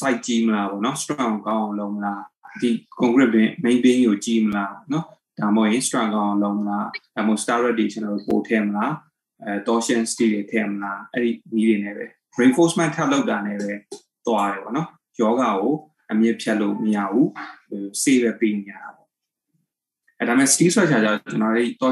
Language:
Burmese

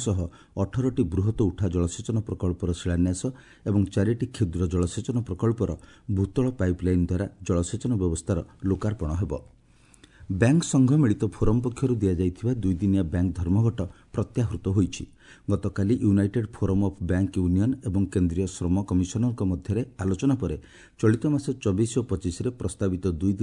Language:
Odia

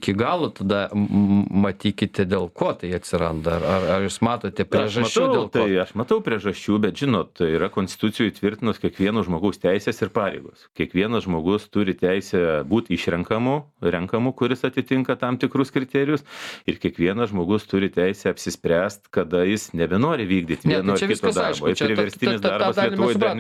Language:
Lithuanian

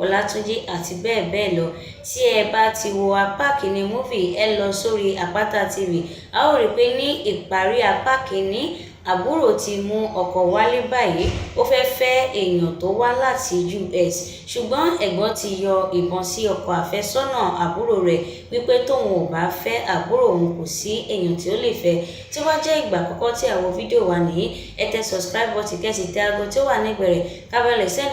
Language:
Yoruba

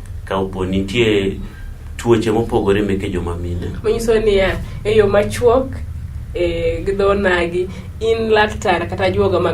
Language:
Luo (Kenya and Tanzania)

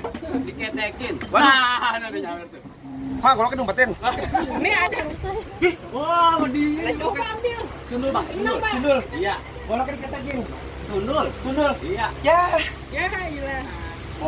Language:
Betawi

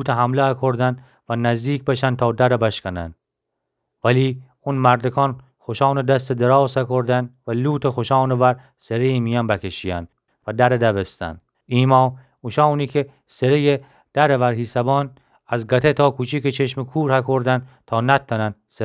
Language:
Gilaki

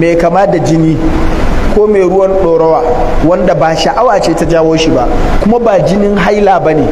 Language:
Hausa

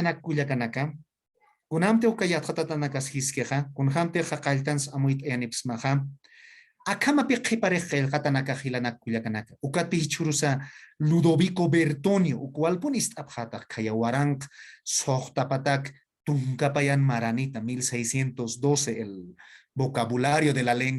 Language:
Aymara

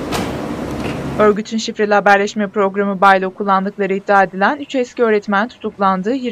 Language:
Turkish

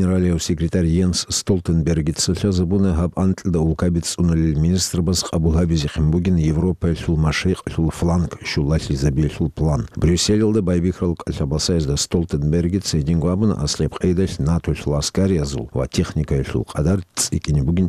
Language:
Avaric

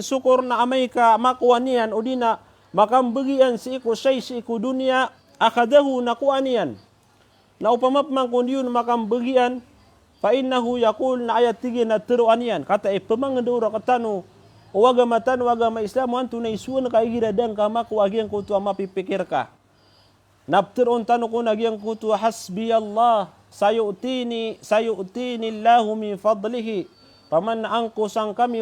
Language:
Maranao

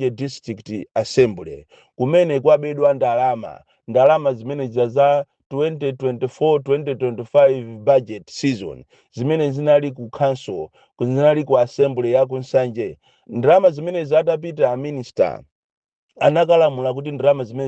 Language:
Nyanja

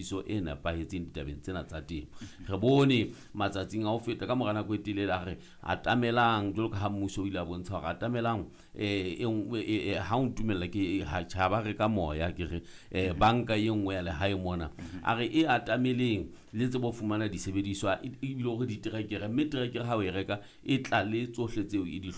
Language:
Southern Sotho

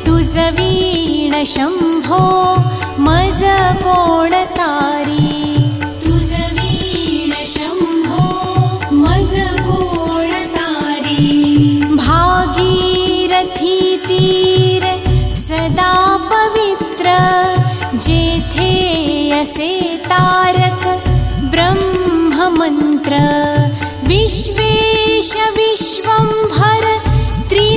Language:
Marathi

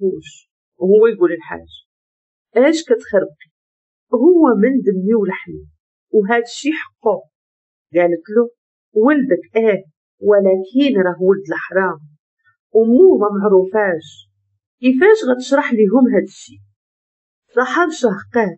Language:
Moroccan Arabic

